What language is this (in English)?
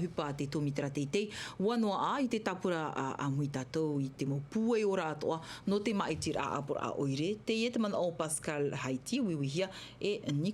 Tahitian